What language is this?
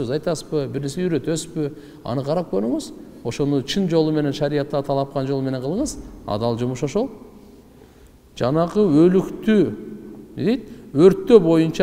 Kyrgyz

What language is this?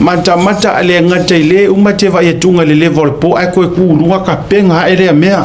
Samoan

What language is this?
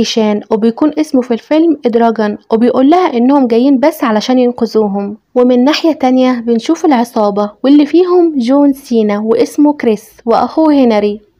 Egyptian Arabic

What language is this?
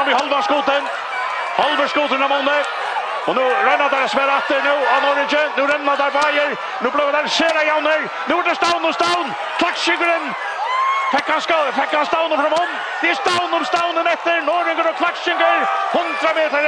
Faroese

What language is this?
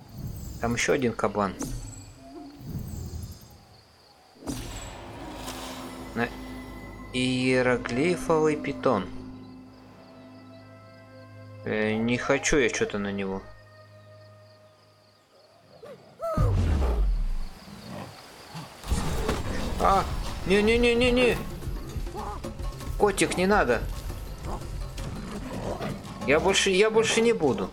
Russian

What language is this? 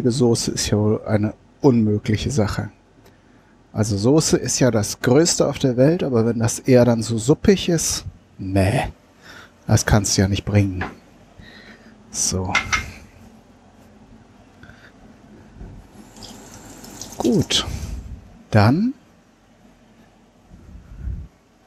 German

